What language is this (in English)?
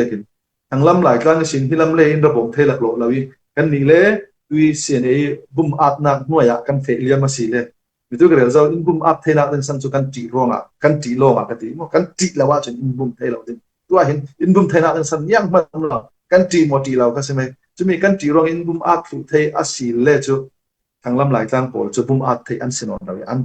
Falam Chin